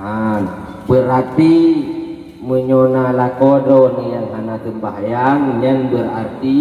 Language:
Achinese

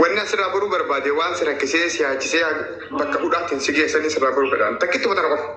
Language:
Oromo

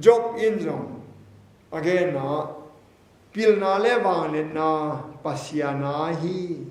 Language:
Tedim Chin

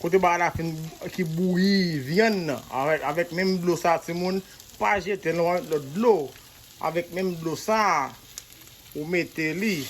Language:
Haitian Creole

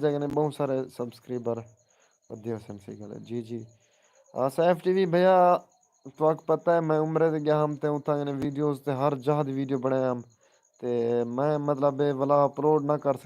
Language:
Saraiki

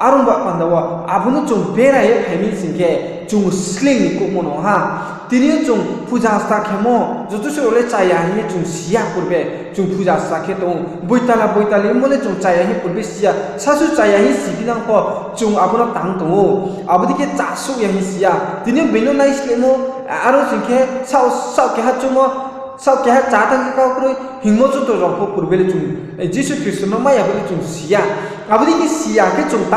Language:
Riang (India)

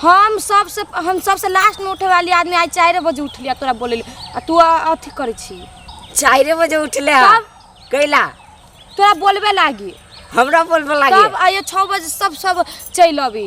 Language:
Maithili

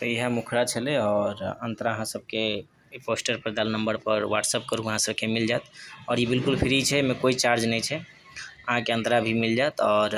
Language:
Maithili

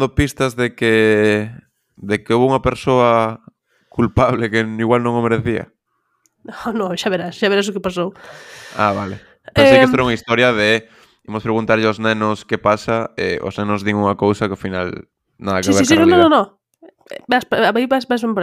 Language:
Galician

